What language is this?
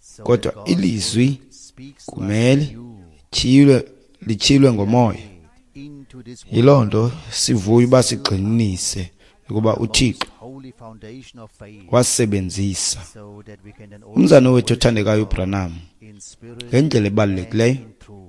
Xhosa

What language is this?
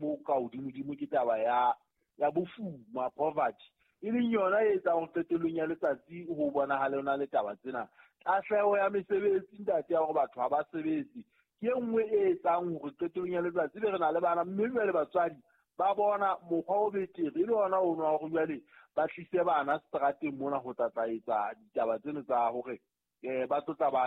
Southern Sotho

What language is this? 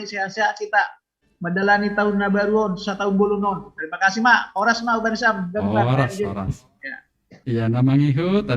Batak Simalungun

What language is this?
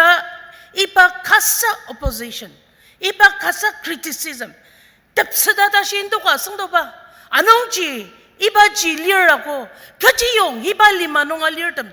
Ao Naga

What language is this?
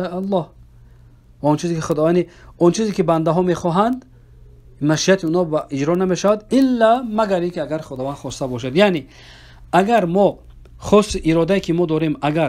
Persian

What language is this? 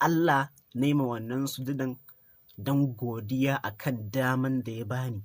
Hausa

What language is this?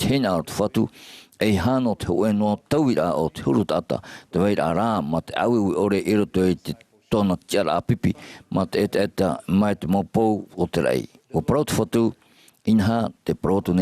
Tahitian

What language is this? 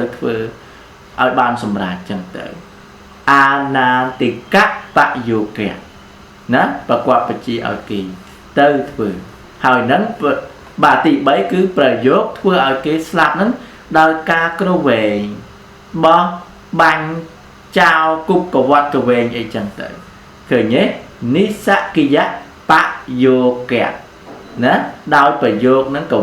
Khmer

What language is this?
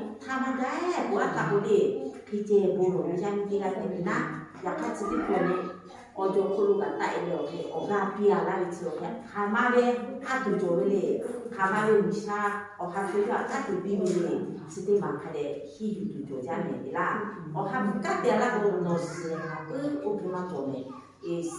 Lahu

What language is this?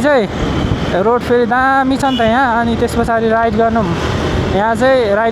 Nepali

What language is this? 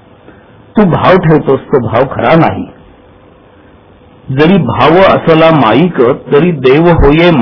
Marathi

